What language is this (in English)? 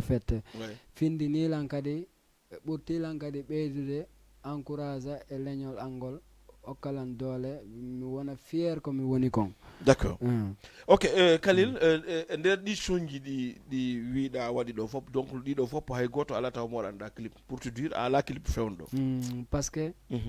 Fula